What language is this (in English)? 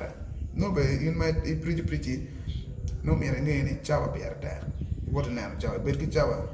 Acoli